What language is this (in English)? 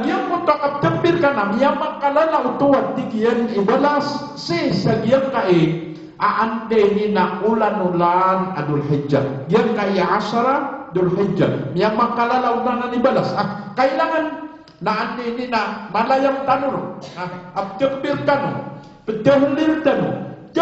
Maranao